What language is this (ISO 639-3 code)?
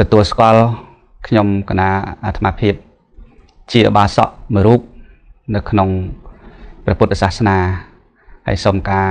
khm